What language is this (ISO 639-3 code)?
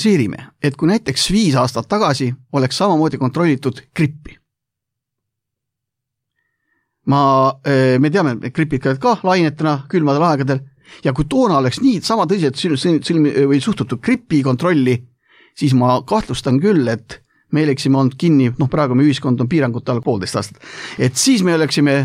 est